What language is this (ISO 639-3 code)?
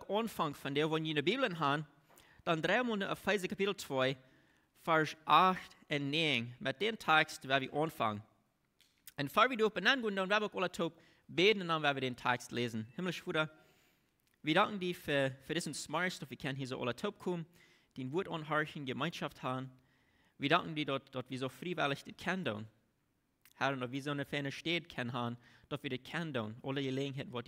pdt